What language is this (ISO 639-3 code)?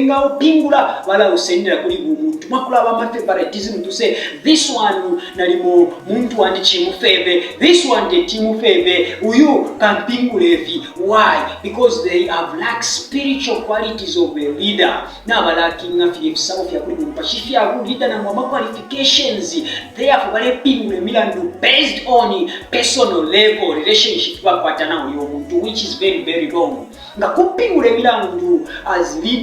bem